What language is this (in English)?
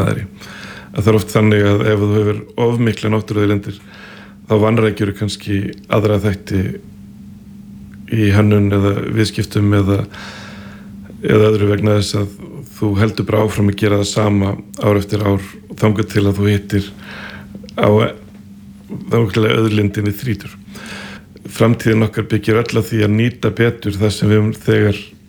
Icelandic